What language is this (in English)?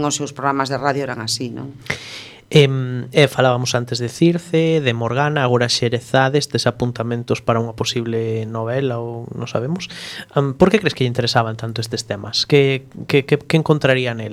Galician